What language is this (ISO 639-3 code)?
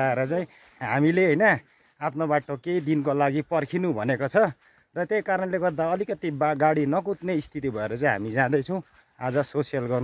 nep